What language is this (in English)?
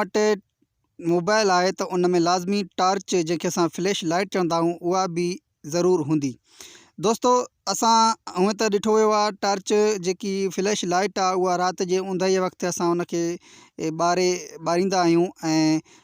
Sindhi